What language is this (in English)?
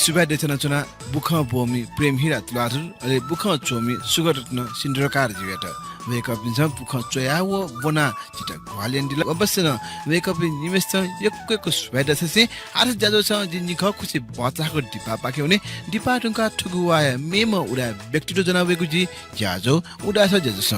Newari